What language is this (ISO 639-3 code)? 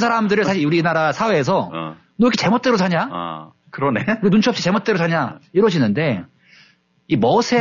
kor